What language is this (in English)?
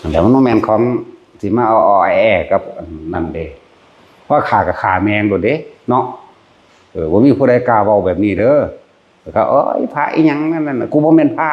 Northeastern Thai